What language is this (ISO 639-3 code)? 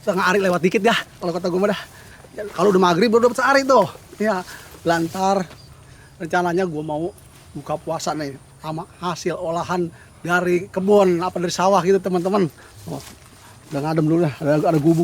bew